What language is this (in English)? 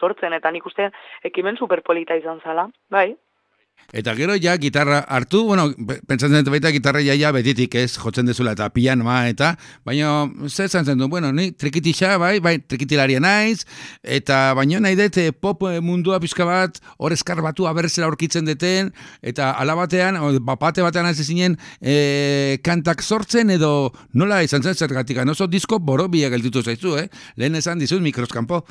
Basque